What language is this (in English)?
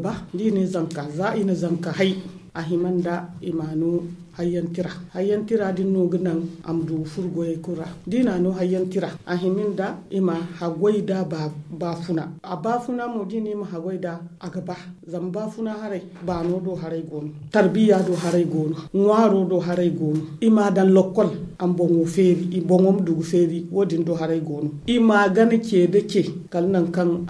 Zarma